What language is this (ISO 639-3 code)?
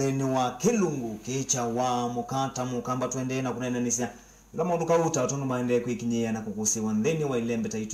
kam